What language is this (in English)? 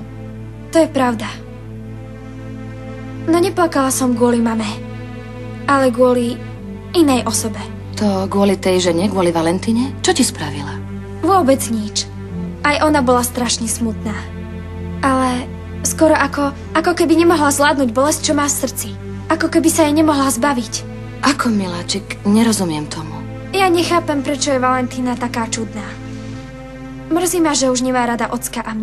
Slovak